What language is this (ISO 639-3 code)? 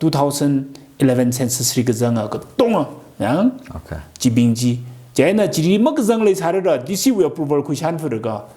nmf